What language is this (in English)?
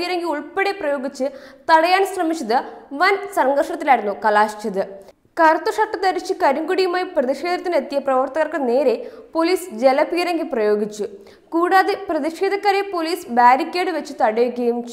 Malayalam